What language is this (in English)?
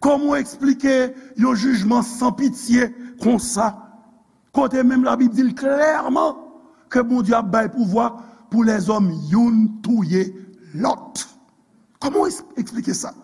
Haitian Creole